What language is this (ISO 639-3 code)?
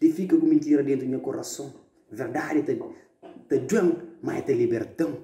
kea